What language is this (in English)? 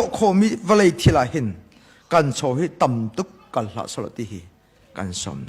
Hakha Chin